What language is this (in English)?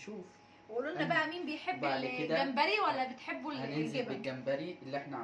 Egyptian Arabic